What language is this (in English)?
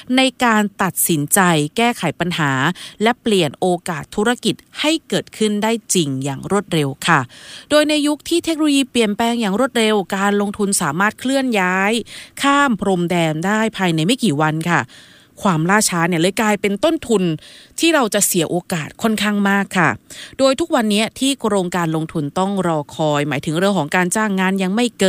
Thai